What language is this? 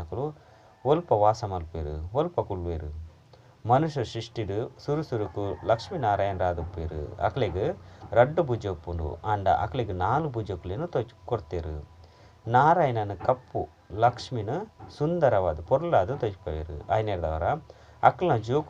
Tulu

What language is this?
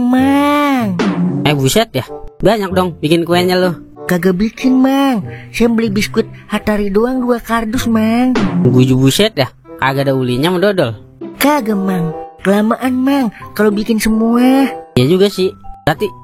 Betawi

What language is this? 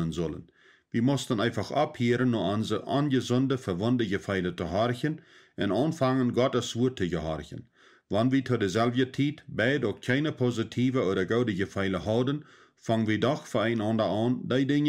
Plautdietsch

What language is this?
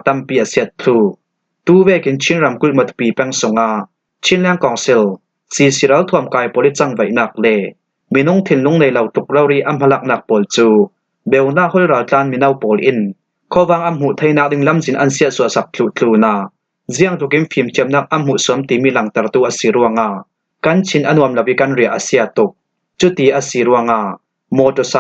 Falam Chin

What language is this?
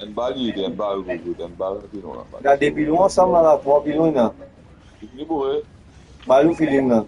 Morisyen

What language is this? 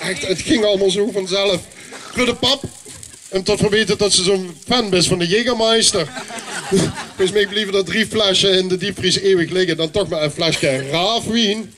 Limburgish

